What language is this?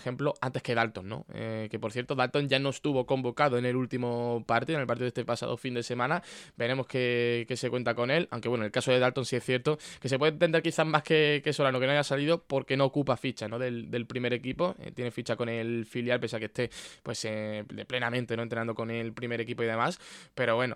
Spanish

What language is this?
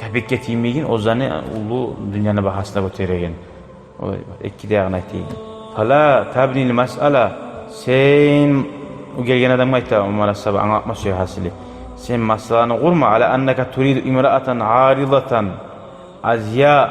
Kumyk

